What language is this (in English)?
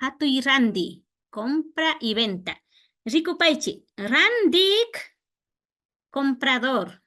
Imbabura Highland Quichua